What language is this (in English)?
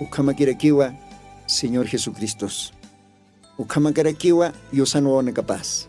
Aymara